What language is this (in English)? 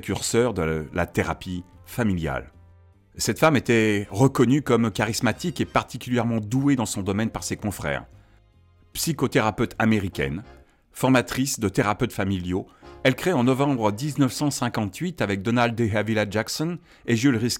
French